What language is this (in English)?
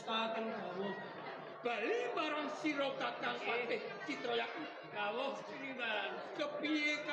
Javanese